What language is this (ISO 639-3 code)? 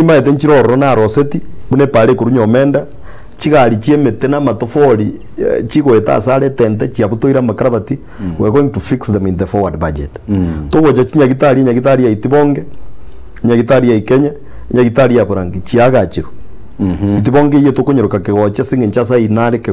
guz